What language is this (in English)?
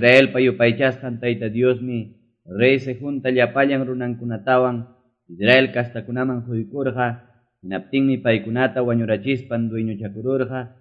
Quechua